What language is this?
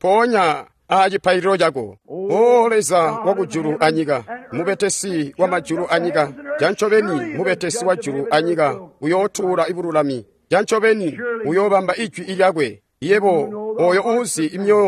Tonga (Zambia)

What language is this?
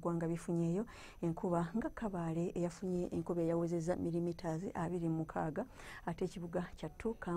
Ganda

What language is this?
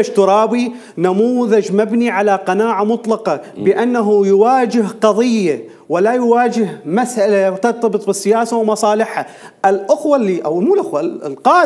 Mesopotamian Arabic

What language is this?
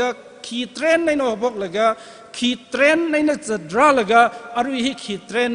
Tangkhul Naga (India)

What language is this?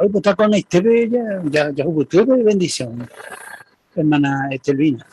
Guarani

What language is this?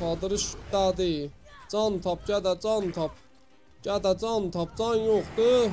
South Azerbaijani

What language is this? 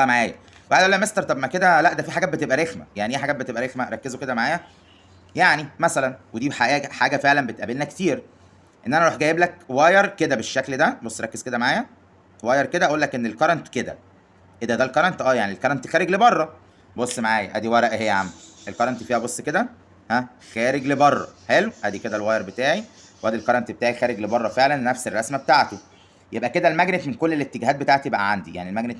Egyptian Arabic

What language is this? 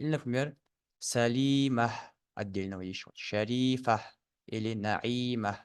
Ingush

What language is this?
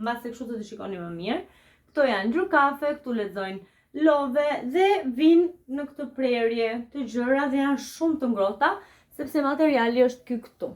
Albanian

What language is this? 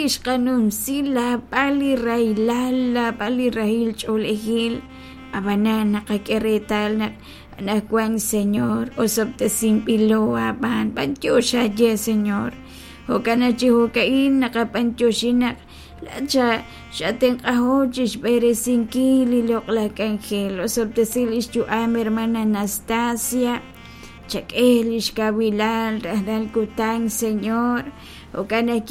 Kekchí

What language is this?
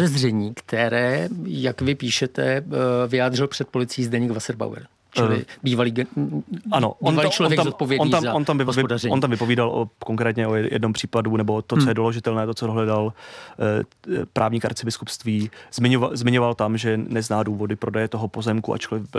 Czech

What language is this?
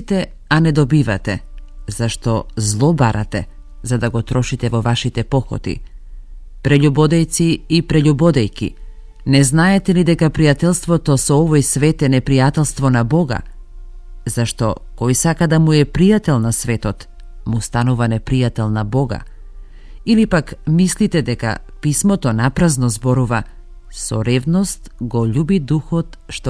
Macedonian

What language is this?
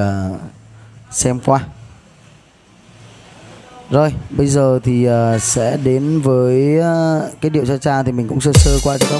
Vietnamese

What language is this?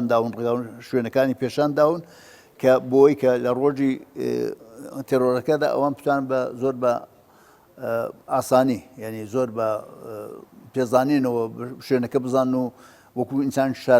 Central Kurdish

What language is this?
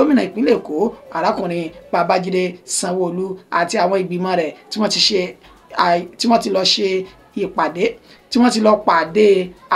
Yoruba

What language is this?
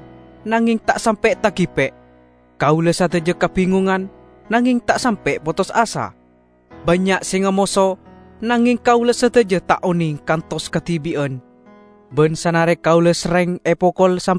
Madurese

